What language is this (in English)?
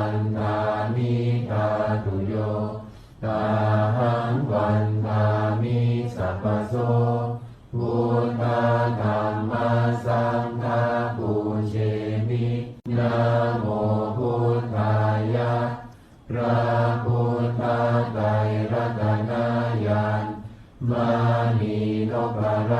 Pali